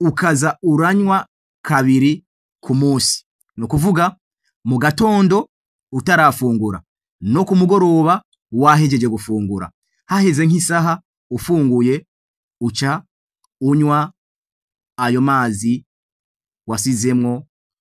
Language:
Rundi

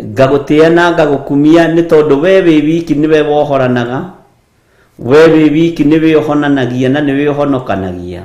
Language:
Kikuyu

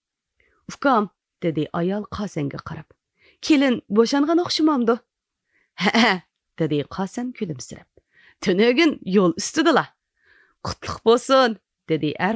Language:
Uyghur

